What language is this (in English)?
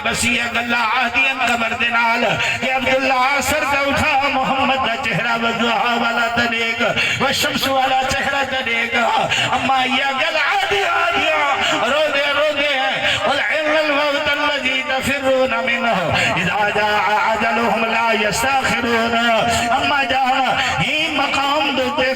Saraiki